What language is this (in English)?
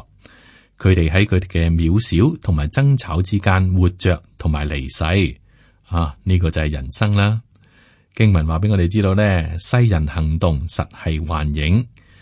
Cantonese